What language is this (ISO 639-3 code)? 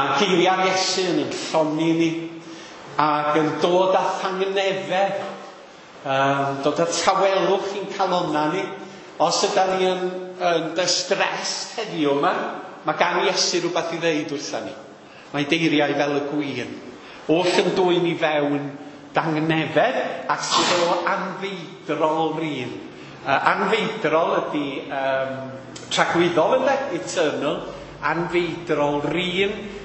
cym